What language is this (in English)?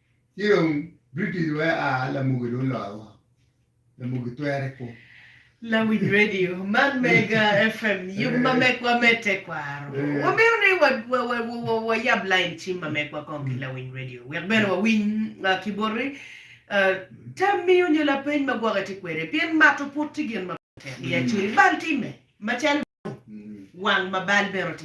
Acoli